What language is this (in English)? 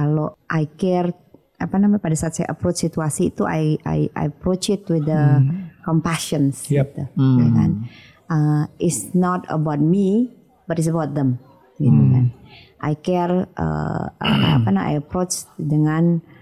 Indonesian